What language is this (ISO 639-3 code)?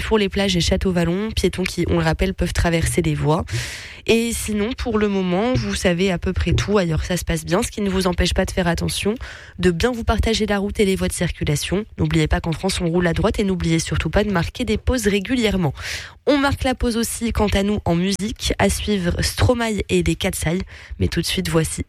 fra